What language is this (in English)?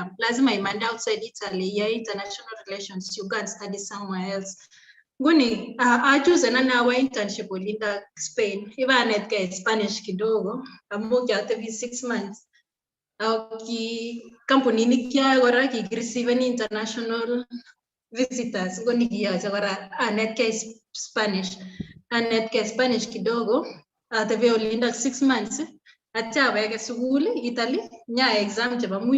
Kalenjin